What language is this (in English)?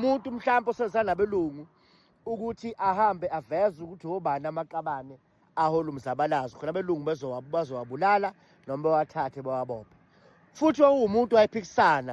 Zulu